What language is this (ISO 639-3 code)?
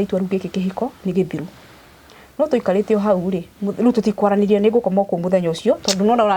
kik